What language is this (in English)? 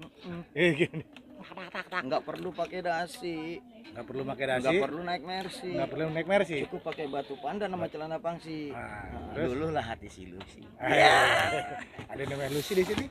Betawi